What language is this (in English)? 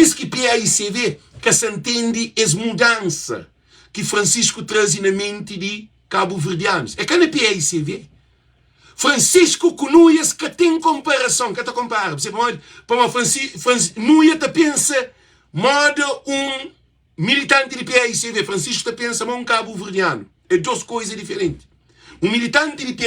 Kabuverdianu